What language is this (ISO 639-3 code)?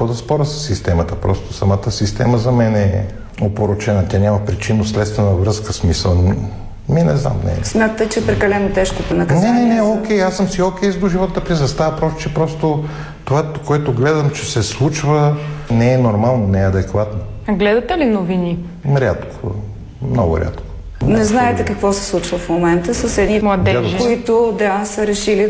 bul